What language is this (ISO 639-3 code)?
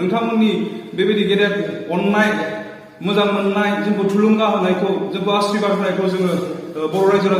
brx